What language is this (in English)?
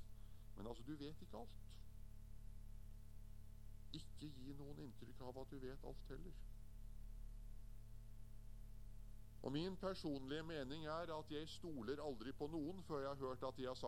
Norwegian